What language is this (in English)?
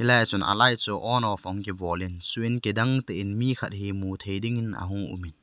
Thado Chin